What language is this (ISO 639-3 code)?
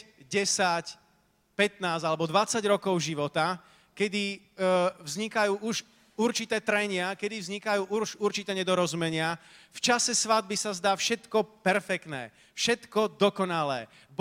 slk